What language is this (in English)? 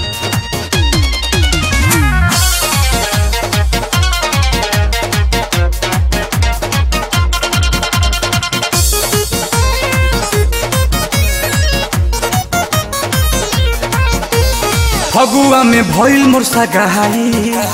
Bhojpuri